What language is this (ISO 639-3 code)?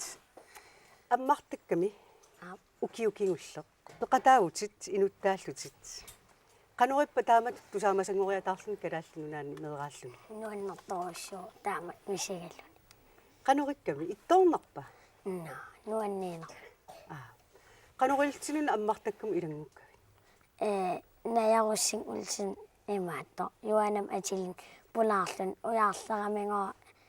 kal